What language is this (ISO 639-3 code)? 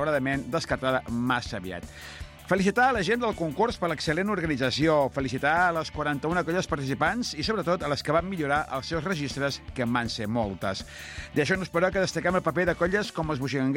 cat